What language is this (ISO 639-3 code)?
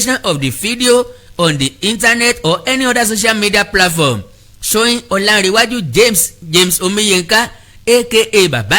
yor